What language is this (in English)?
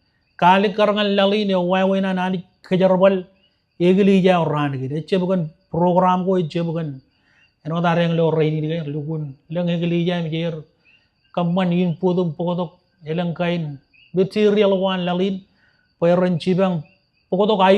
Marshallese